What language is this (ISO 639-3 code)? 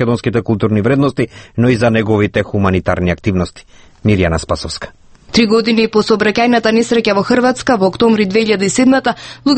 mkd